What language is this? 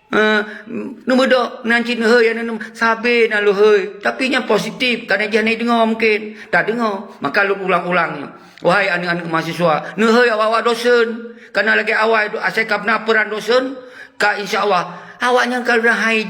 Achinese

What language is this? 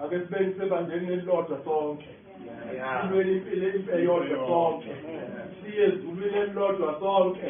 Zulu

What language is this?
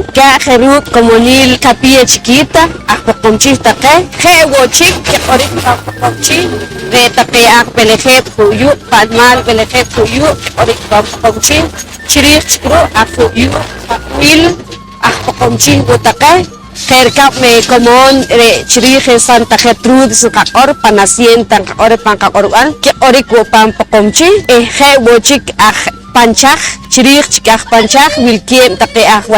Poqomchi'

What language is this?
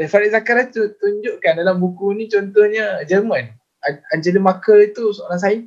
Malay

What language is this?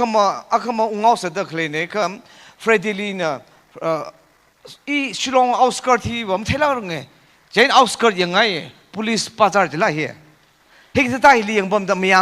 Tangkhul Naga (India)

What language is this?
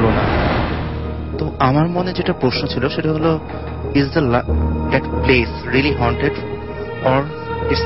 Bangla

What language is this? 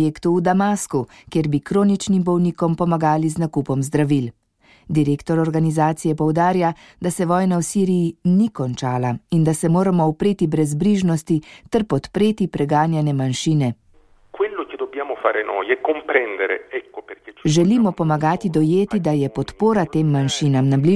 Slovenian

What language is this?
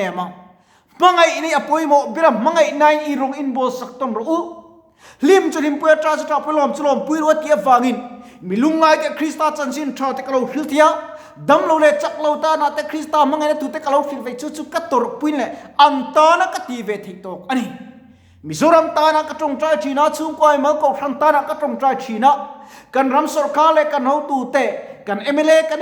Mizo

